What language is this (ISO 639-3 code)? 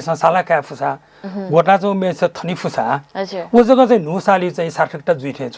new